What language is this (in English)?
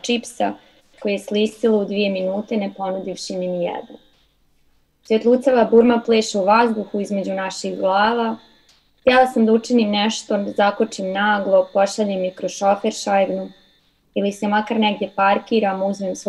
Serbian